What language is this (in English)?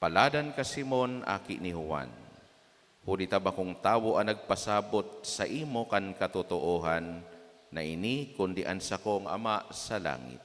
Bikol